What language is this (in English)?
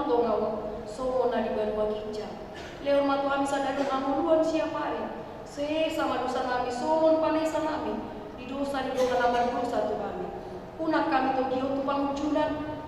Batak Toba